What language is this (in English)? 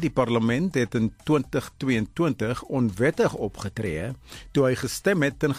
Afrikaans